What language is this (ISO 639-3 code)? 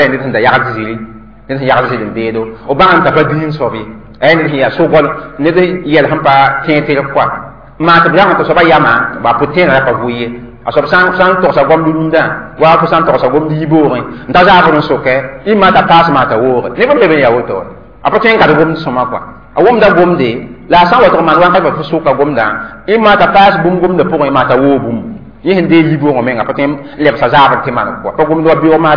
mos